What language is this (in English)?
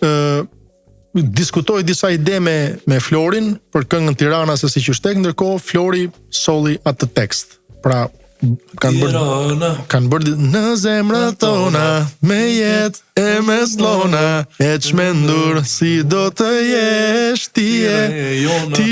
Albanian